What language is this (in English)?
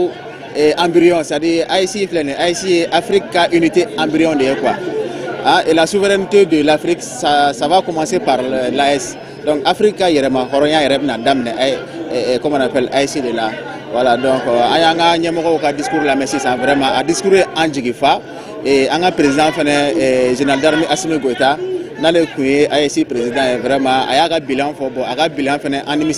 Bambara